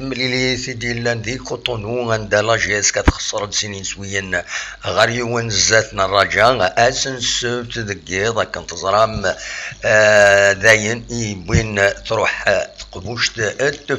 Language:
Kabyle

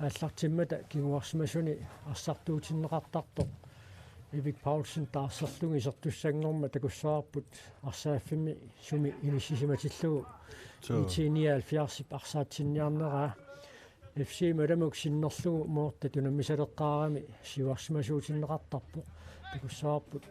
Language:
Kalaallisut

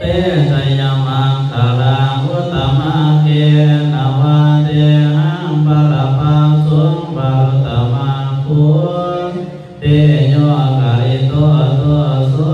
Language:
Pali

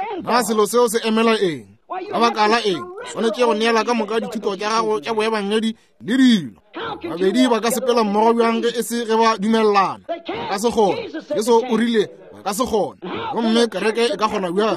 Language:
Northern Sotho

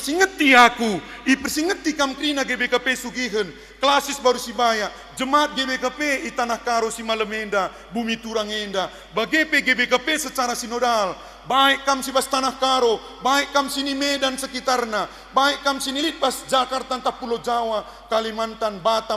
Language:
Batak Karo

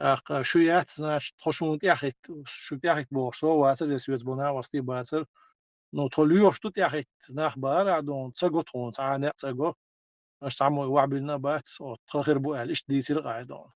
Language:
Chechen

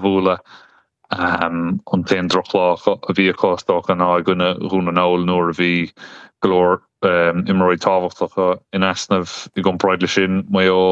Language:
Irish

